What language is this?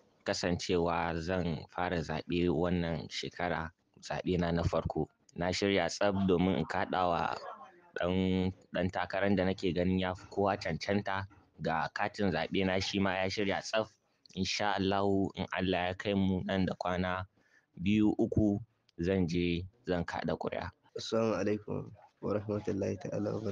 Hausa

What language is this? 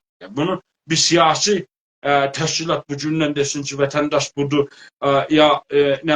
South Azerbaijani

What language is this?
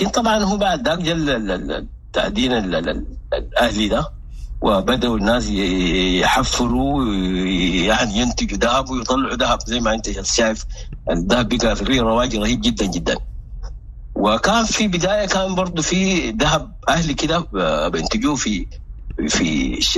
Sudanese Arabic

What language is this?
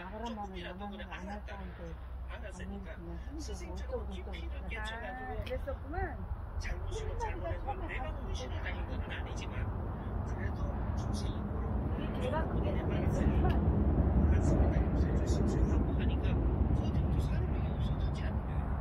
Korean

